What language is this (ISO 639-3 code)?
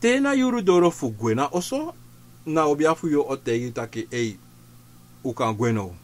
srn